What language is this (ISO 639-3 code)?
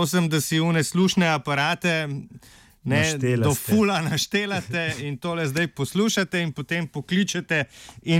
slv